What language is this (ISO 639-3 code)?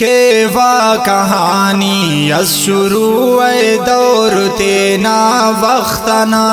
brh